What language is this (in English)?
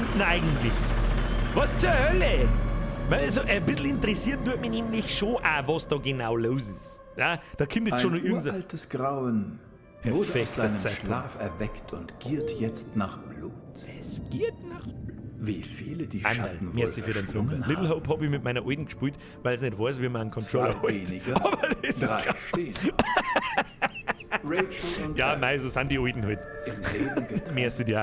Bavarian